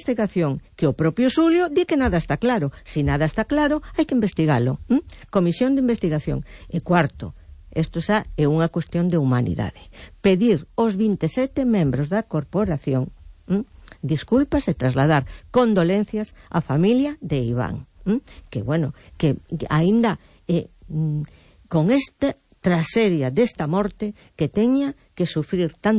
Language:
Galician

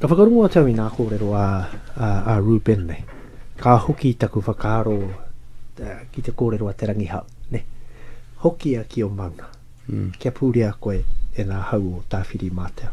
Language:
Māori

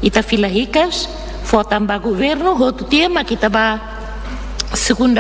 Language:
Tetum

